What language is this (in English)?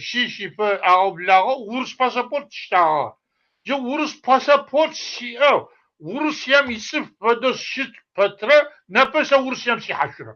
Kabardian